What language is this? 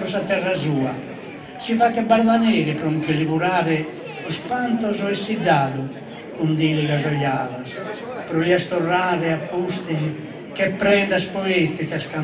Sardinian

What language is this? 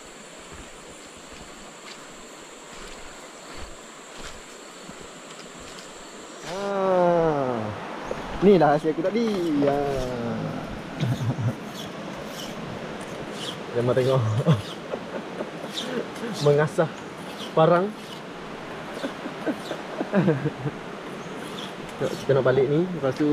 Malay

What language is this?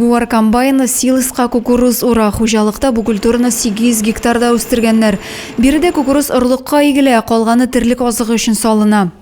Tatar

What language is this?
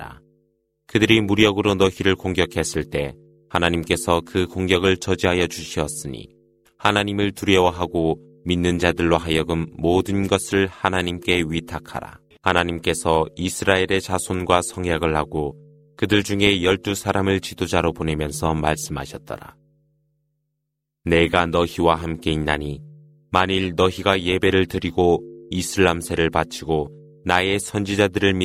Korean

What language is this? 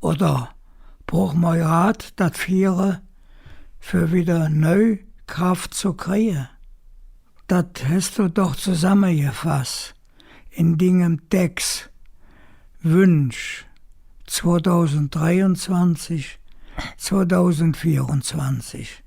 Colognian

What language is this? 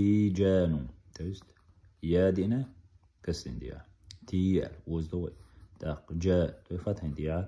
Chechen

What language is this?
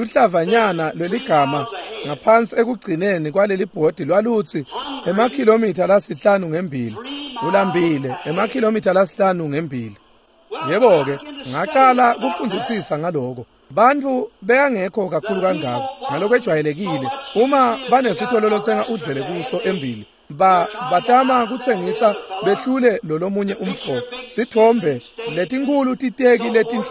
Swati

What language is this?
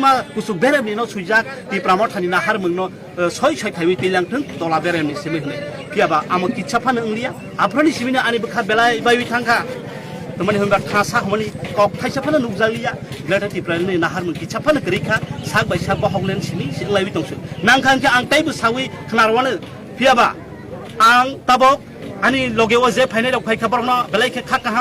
Riang (India)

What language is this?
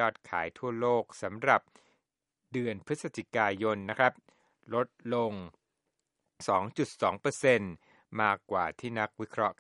Thai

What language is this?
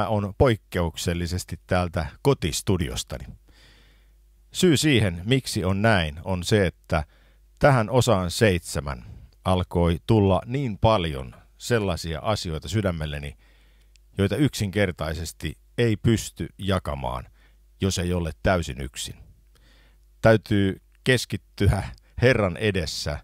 Finnish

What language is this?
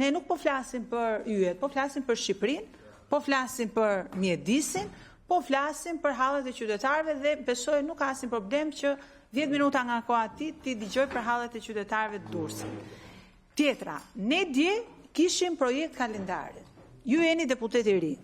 Albanian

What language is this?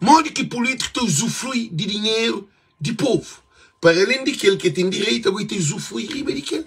Kabuverdianu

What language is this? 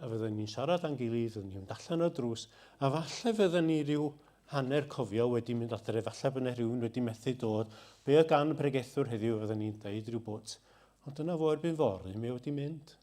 Welsh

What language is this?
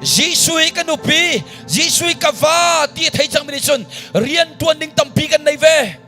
Hakha Chin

